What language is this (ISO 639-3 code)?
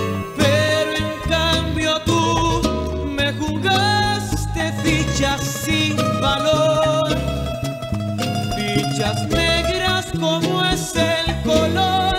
spa